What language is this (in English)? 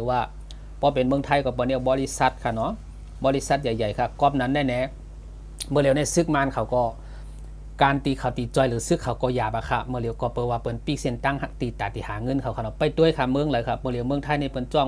Shan